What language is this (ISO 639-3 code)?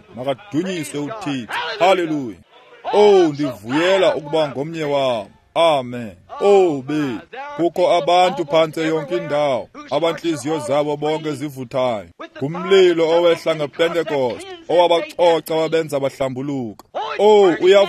xho